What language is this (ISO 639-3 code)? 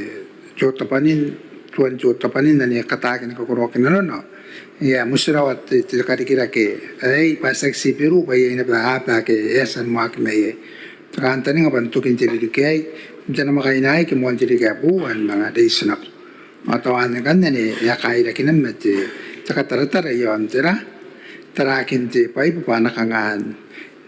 gil